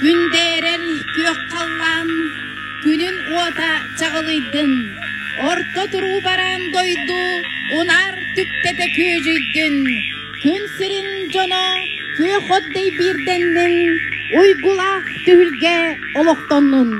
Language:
Yakut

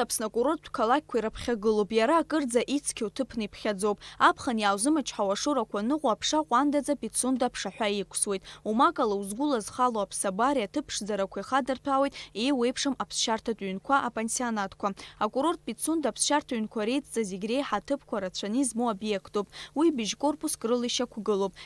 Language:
Abkhazian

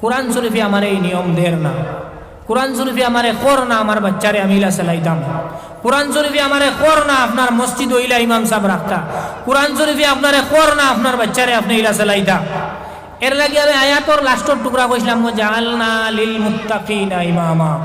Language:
Sylheti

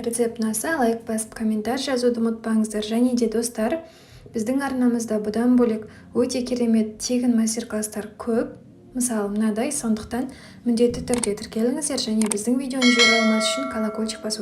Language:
Kazakh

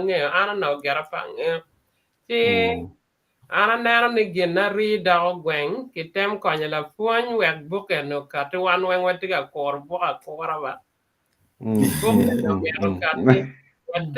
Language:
Acoli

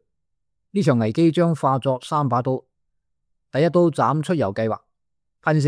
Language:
Cantonese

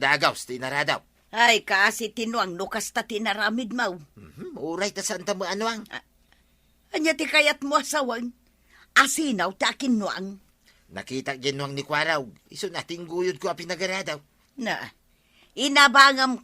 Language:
Iloko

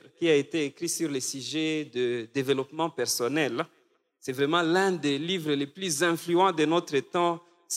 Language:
French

